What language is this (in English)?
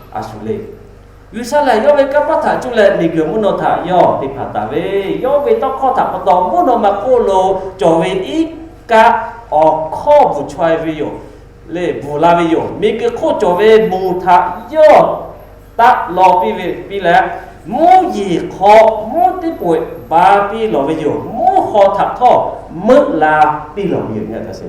Lahu